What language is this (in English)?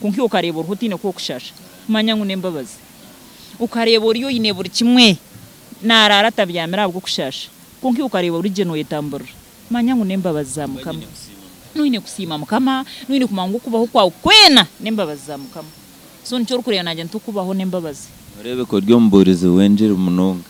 Nyankole